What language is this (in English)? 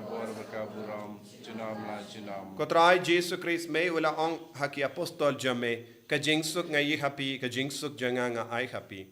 Khasi